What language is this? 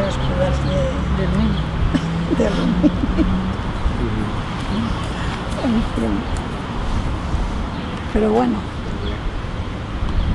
Catalan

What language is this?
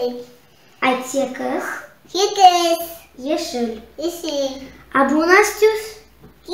Crimean Tatar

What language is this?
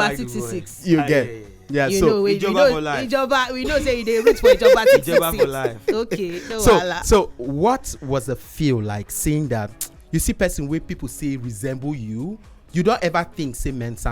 Nigerian Pidgin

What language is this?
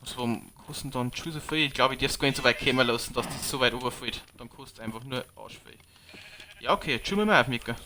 Bavarian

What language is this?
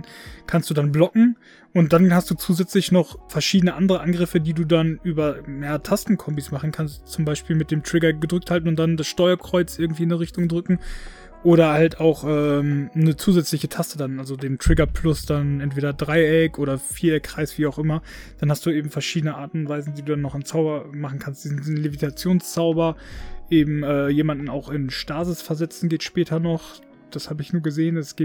German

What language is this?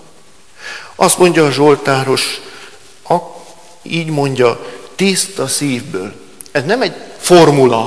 Hungarian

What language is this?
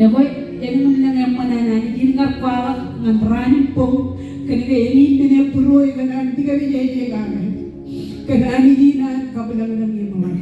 Marshallese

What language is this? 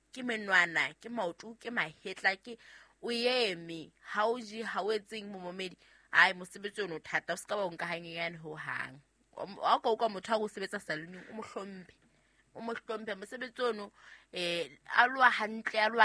Southern Sotho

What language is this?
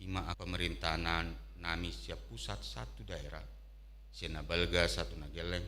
Batak Toba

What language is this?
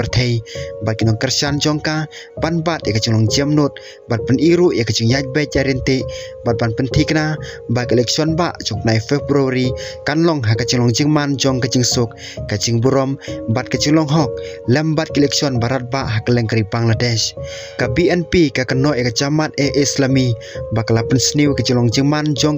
Khasi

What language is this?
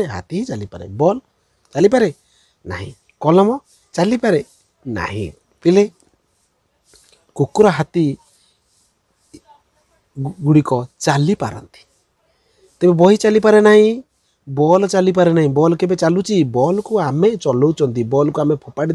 Odia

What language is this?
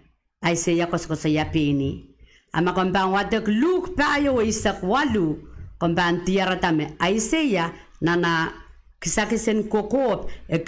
Pohnpeian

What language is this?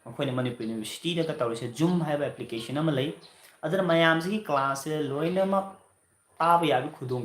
Manipuri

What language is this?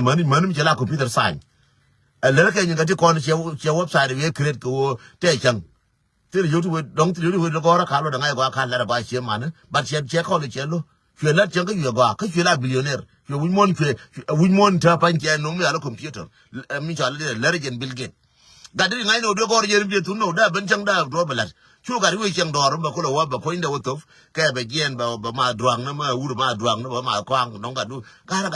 Nuer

